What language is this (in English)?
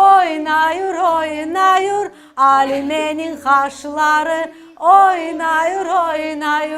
Crimean Tatar